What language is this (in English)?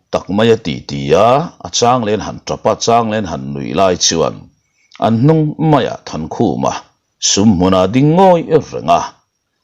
Mizo